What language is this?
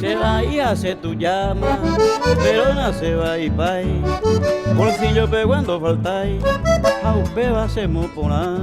Guarani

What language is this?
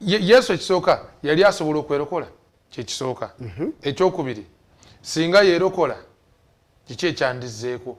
Ganda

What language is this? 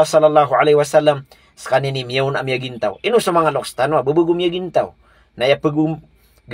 Maranao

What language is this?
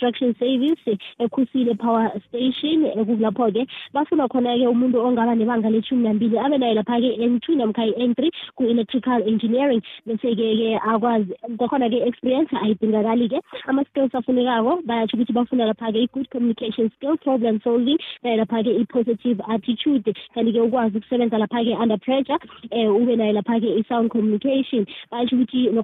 South Ndebele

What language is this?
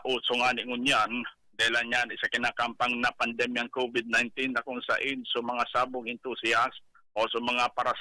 Bikol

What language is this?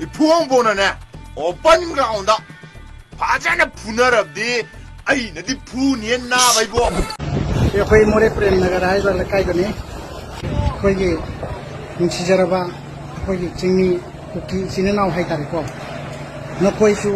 Manipuri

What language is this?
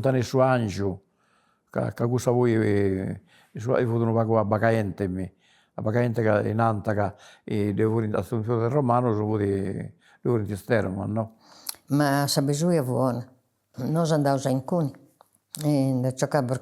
Sardinian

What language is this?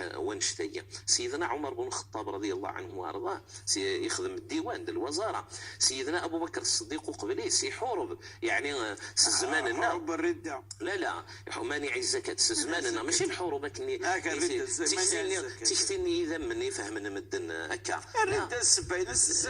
Moroccan Arabic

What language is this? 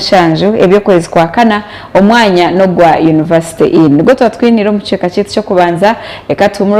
Nyankole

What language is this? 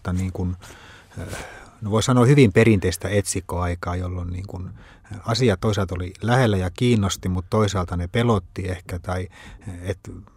Finnish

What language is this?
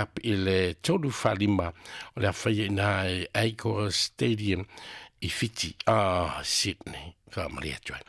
Samoan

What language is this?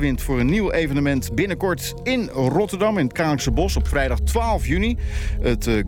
Dutch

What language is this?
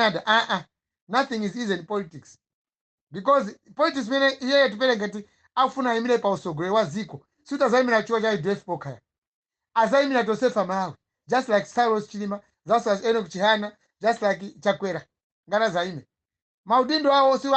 Nyanja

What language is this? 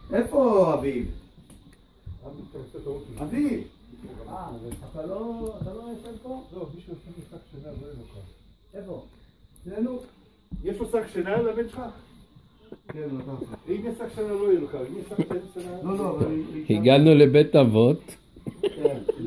Hebrew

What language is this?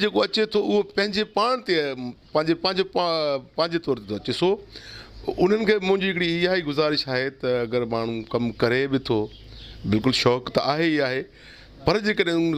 Sindhi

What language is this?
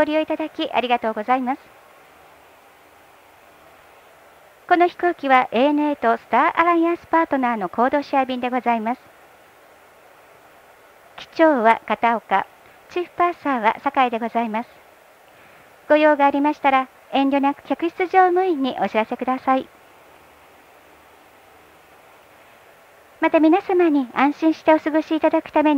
Japanese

